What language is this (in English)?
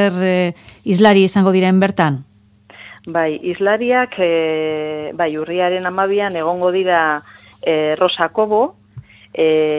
Basque